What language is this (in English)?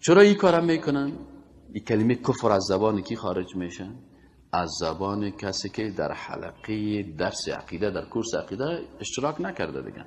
Persian